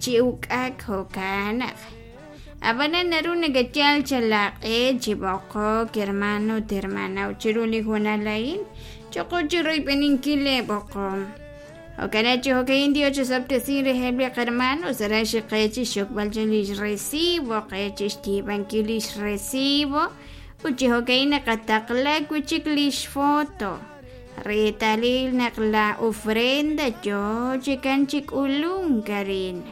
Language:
Kekchí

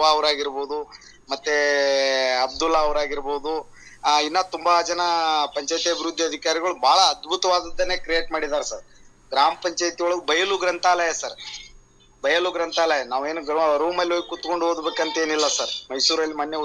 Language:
Kannada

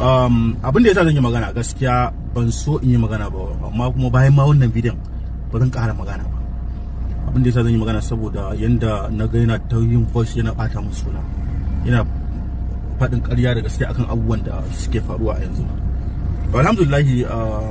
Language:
Hausa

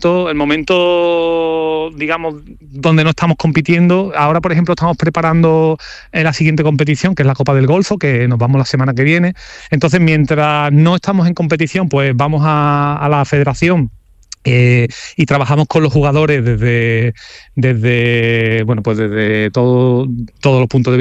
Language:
Spanish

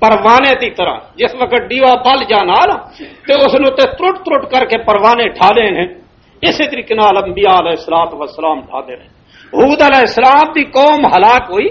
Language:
Western Panjabi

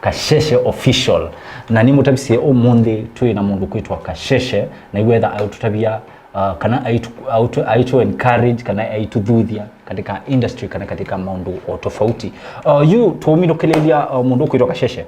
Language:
Kamba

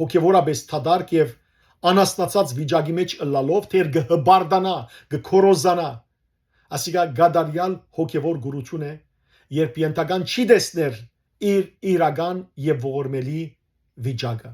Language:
Western Armenian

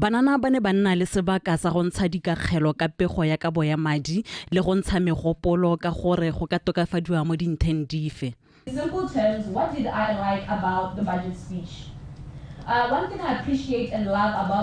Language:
Tswana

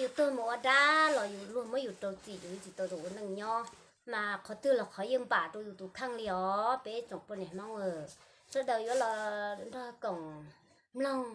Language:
Hmong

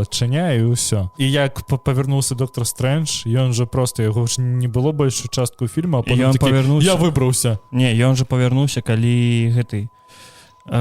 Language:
Belarusian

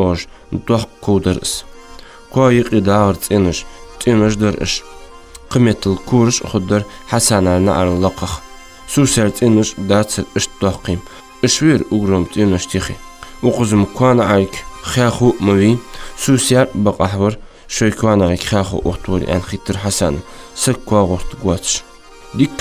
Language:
Ingush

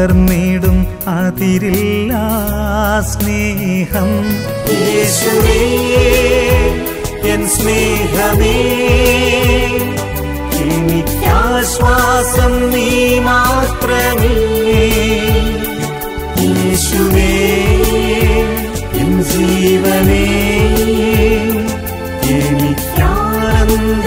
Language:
Malayalam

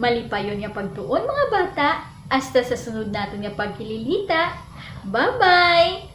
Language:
Hiligaynon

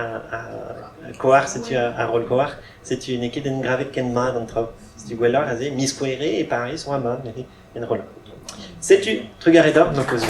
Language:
Breton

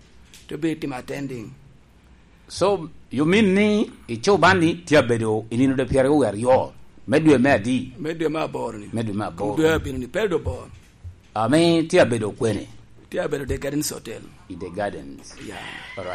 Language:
Lango (Uganda)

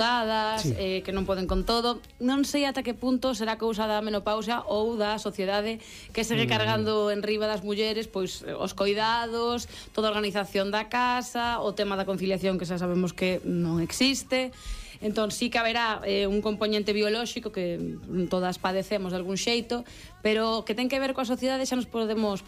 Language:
Galician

